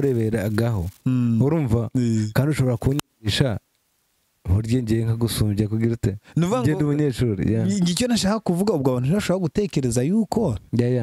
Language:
Kinyarwanda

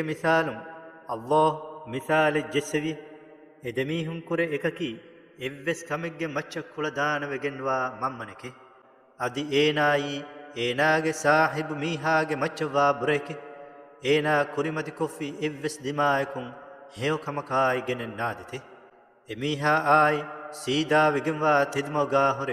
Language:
Divehi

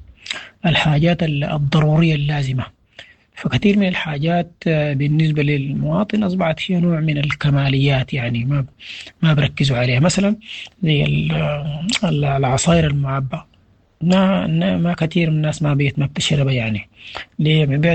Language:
Sudanese Arabic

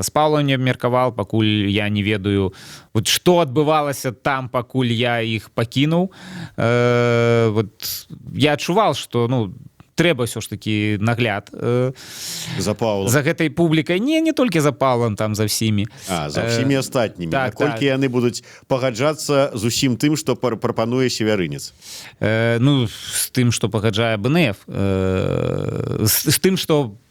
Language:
Belarusian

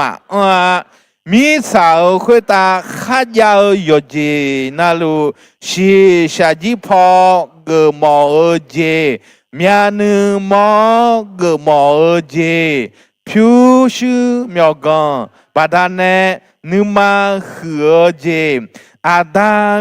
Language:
Akha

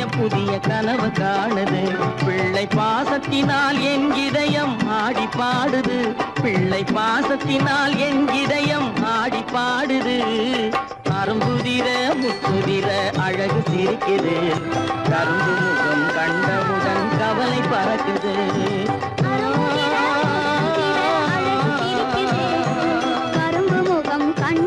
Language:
Tamil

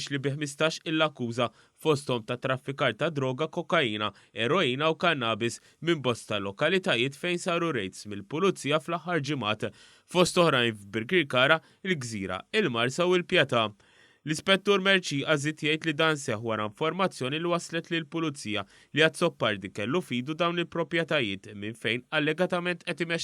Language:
Maltese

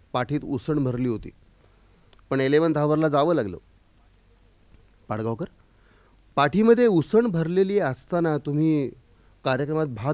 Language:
Marathi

